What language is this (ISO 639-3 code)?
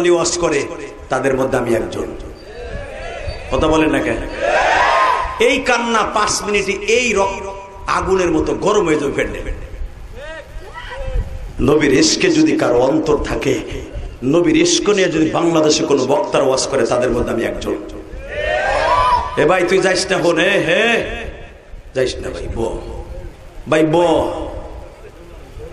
ben